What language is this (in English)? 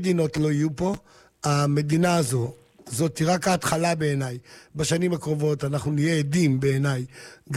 Hebrew